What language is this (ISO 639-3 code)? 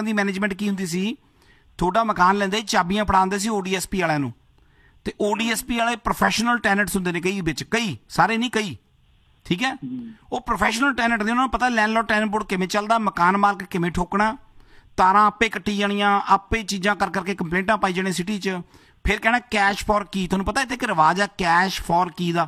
pan